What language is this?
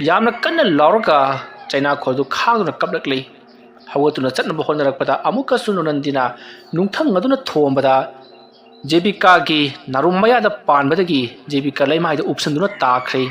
Manipuri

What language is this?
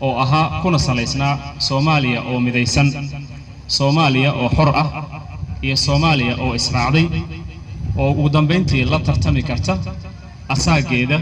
Somali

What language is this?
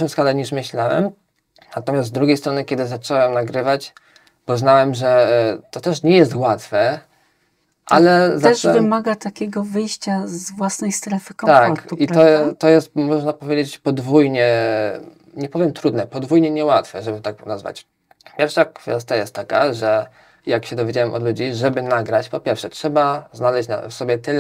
Polish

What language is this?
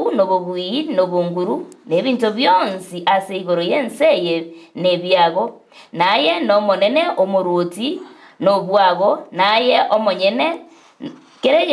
Gusii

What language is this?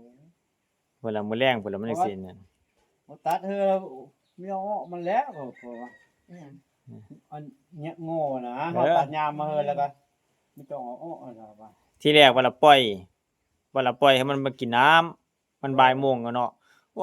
Northeastern Thai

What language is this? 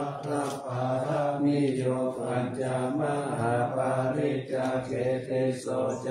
Pali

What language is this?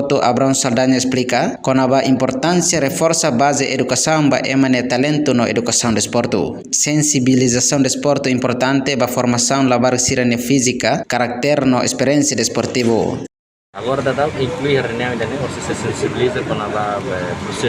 Tetum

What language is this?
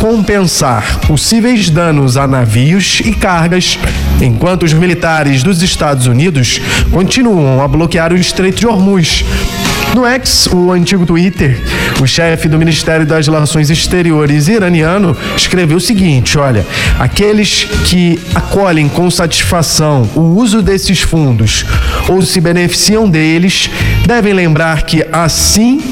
Portuguese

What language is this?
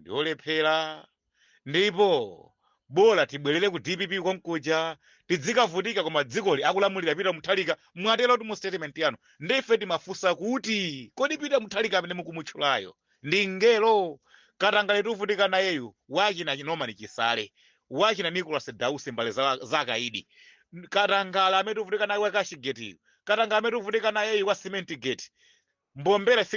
Nyanja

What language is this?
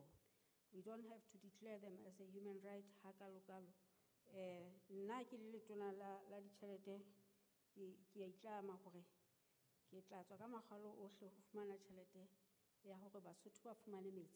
Southern Sotho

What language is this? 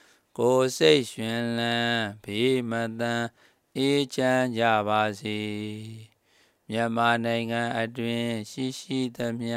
Burmese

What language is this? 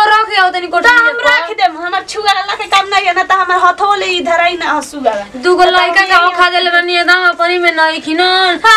Bhojpuri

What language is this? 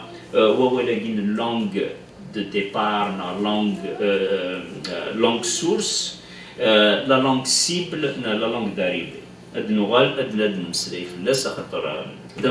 Kabyle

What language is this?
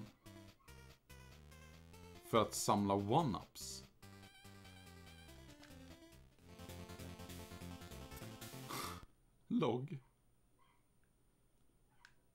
Swedish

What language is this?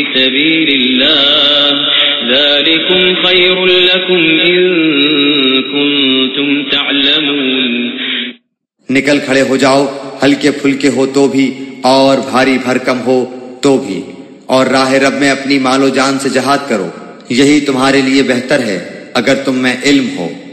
Urdu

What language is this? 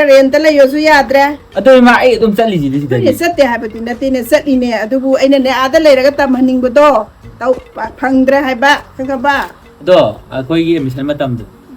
Manipuri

